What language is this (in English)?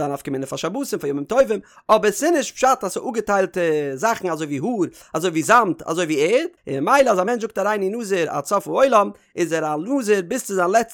Yiddish